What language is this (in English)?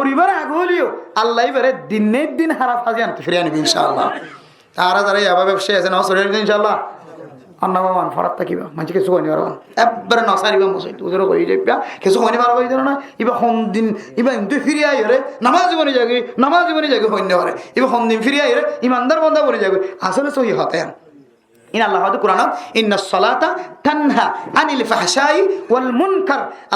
Rohingya